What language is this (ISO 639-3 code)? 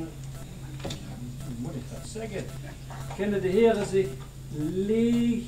lim